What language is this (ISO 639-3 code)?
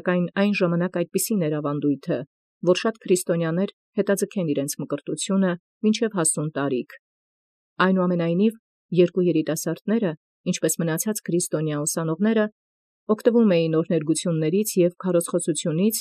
hye